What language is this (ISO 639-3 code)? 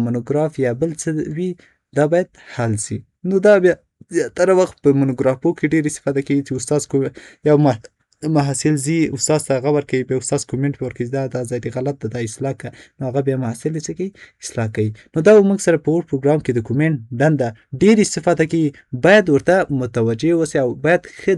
pus